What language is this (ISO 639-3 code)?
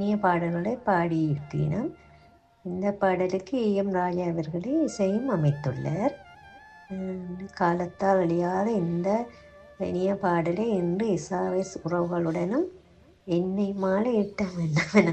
tam